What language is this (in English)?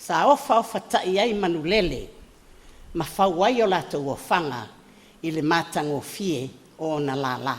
Samoan